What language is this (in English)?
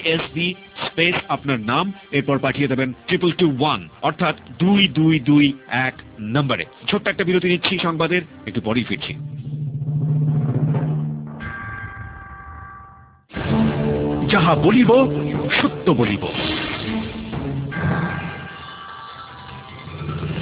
Bangla